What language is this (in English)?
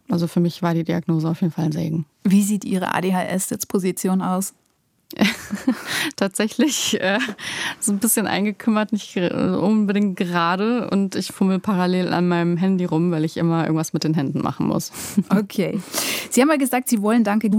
German